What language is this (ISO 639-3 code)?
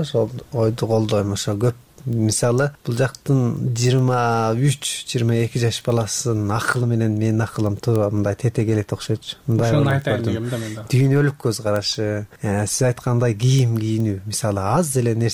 kir